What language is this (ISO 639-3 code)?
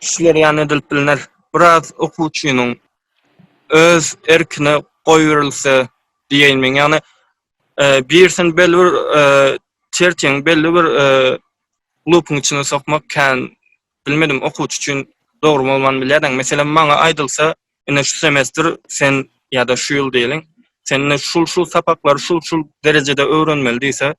tuk